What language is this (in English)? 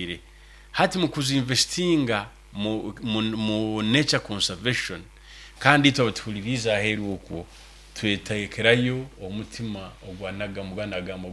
Nyoro